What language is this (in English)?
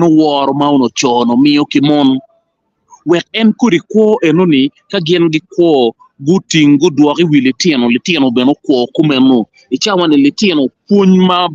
Acoli